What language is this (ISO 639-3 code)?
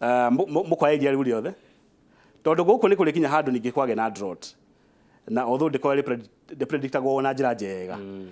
kik